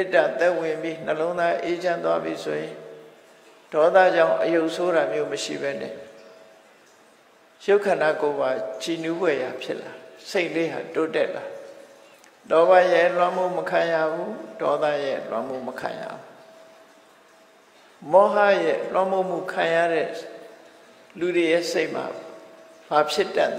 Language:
Burmese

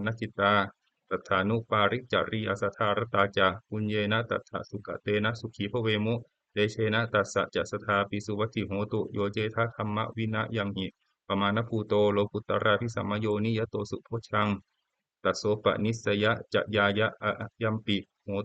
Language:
Pali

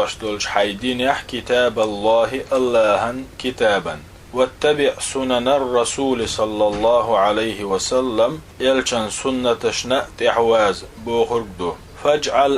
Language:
Chechen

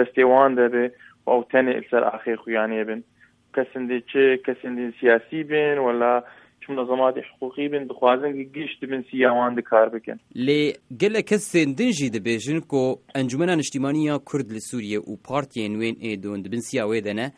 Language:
Kurdish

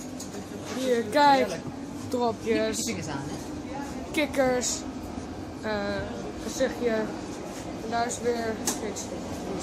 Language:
Dutch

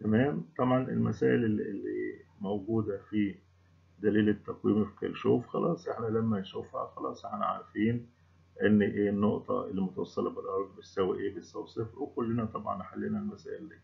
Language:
Egyptian Arabic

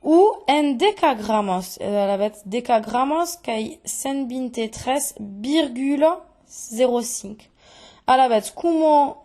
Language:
Occitan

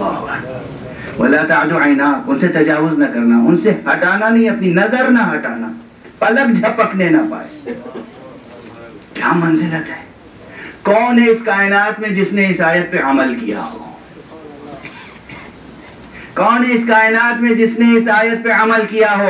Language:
Urdu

